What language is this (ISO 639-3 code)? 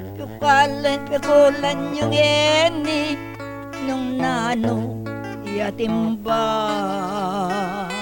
pam